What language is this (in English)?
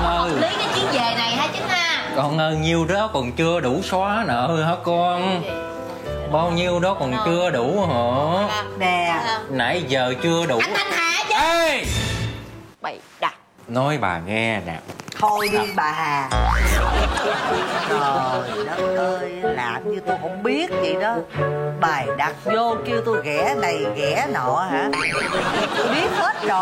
Vietnamese